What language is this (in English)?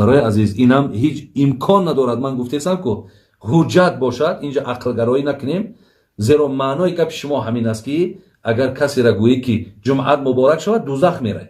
Tajik